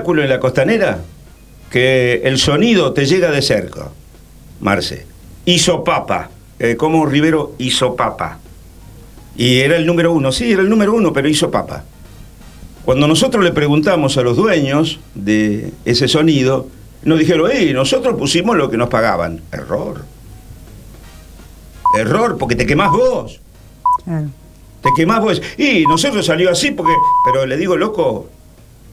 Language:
Spanish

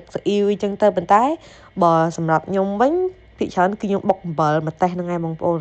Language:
Khmer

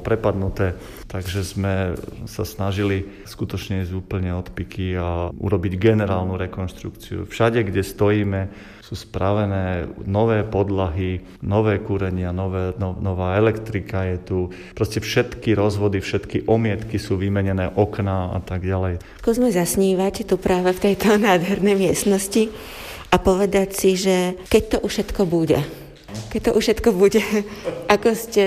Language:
Slovak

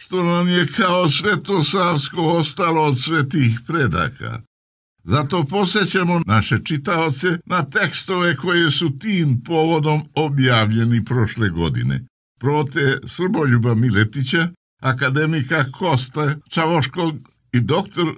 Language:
Serbian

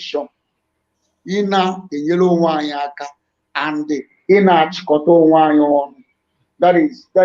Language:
Igbo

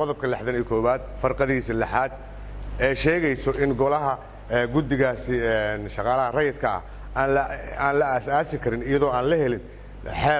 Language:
Somali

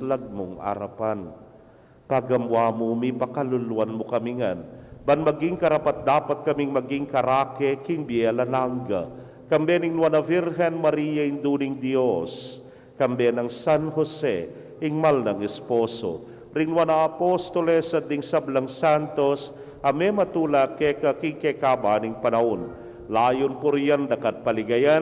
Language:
Pampanga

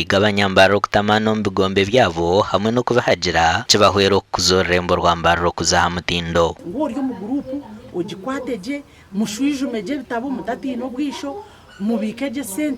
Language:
Nyankole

